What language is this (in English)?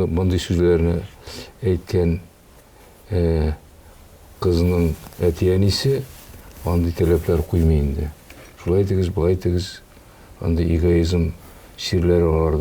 Tatar